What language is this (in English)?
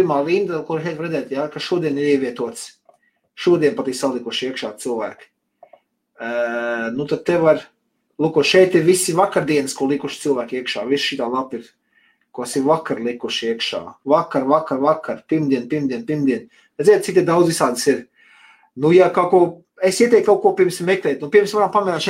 Latvian